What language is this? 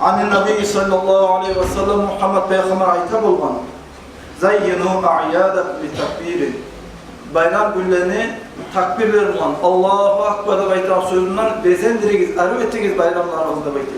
Kumyk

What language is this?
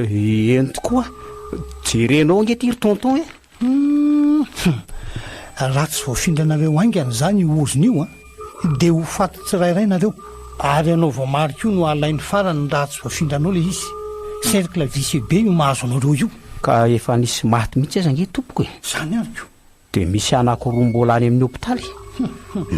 Malagasy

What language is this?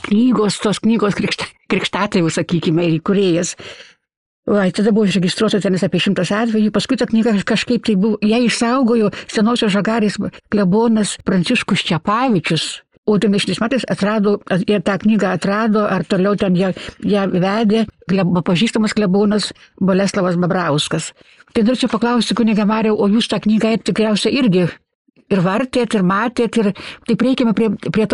Lithuanian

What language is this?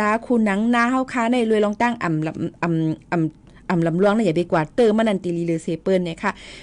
Shan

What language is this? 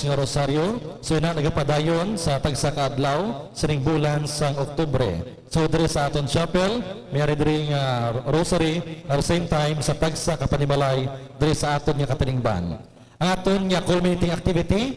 Hiligaynon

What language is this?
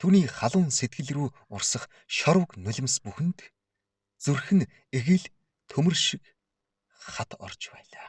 Mongolian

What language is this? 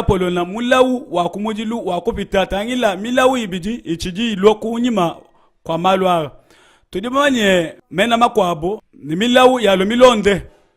Luba-Lulua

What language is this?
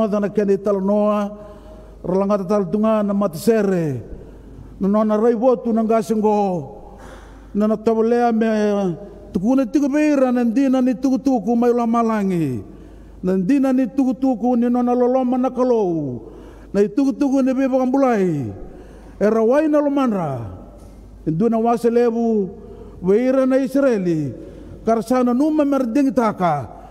Fijian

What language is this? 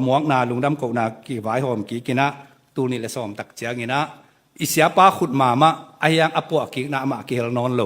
Tedim Chin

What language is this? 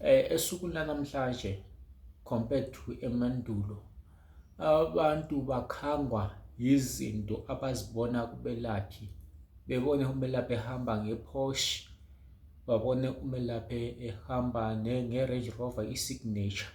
Zulu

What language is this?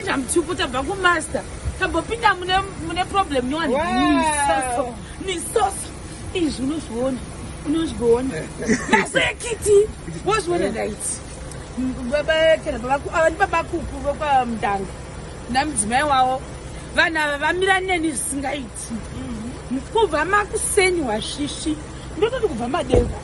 Shona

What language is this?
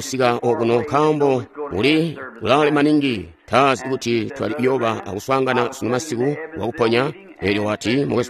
Tonga (Zambia)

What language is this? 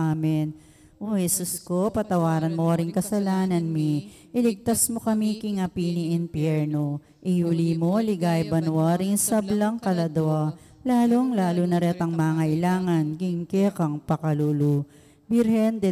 Pampanga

